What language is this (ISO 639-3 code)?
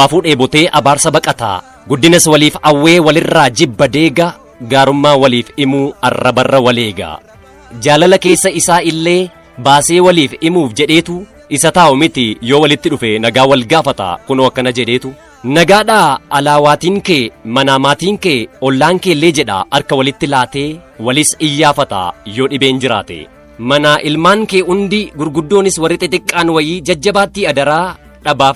orm